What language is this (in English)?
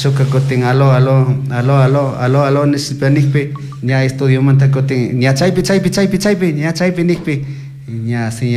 Chimborazo Highland Quichua